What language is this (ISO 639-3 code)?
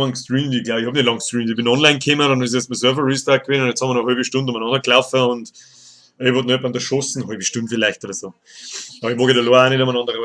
bar